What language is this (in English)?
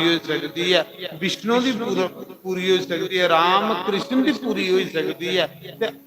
Dogri